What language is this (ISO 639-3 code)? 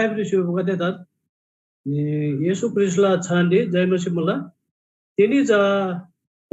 taj